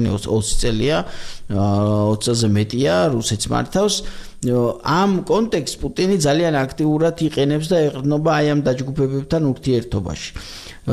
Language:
Georgian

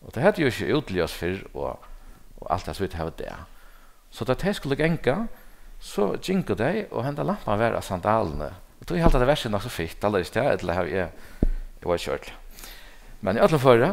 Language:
Faroese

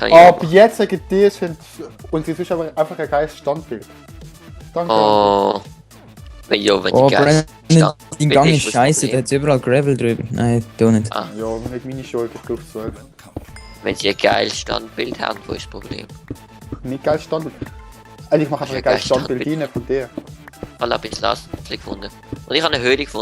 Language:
Swiss German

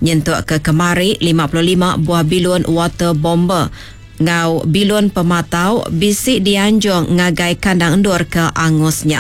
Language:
Iban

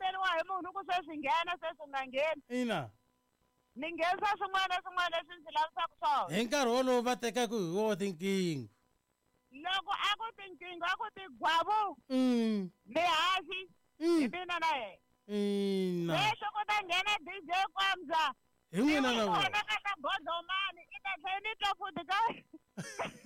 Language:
Tsonga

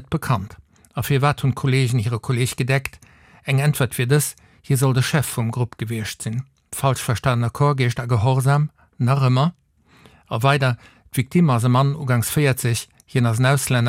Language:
Luxembourgish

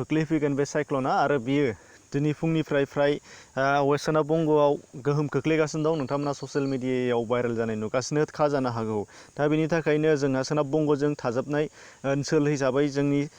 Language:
Bodo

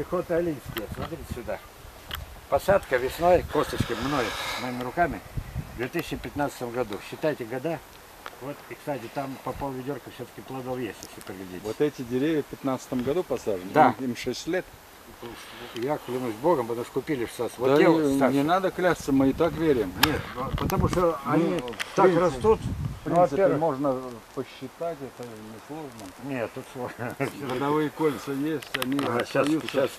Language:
Russian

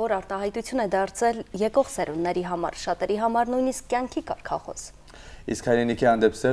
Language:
Armenian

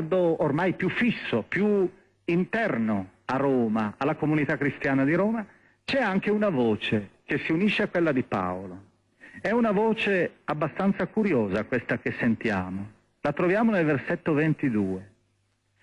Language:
Italian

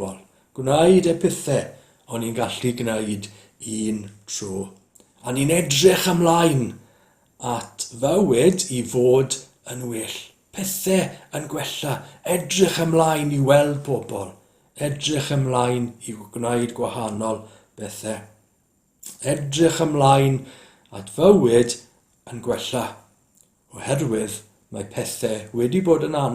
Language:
Welsh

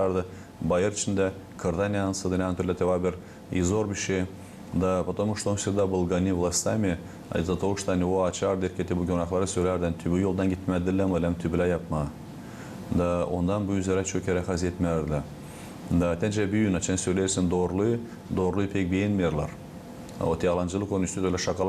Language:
Gagauz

